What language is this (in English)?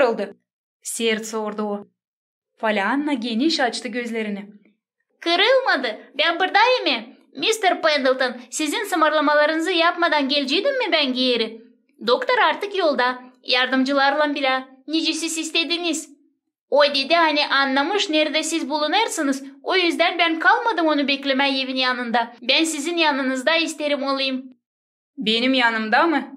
Gagauz